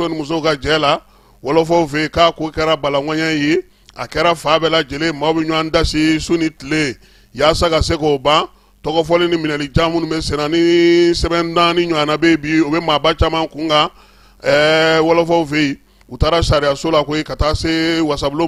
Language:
Bambara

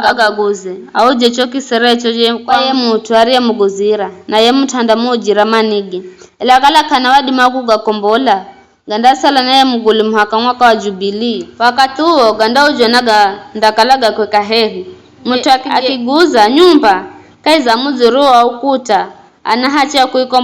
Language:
Giryama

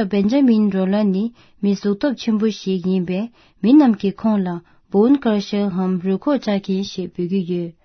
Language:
Tibetan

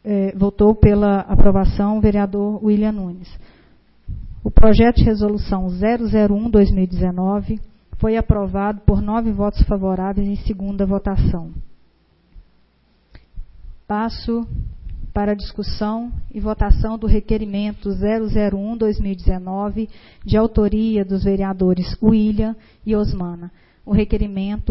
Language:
Portuguese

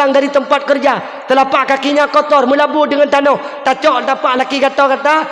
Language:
Achinese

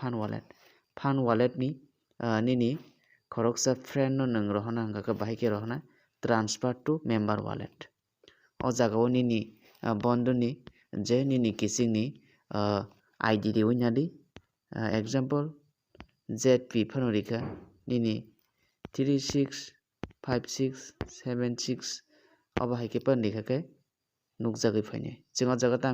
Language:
Kok Borok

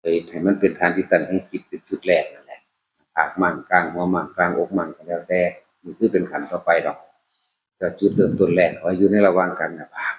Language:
Northeastern Thai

